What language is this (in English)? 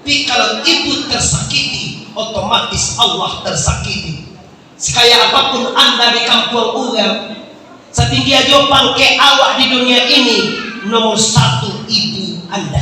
Minangkabau